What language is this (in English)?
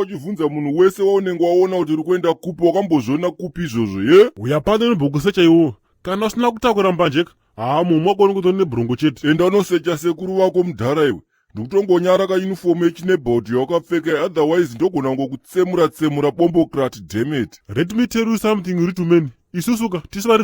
Shona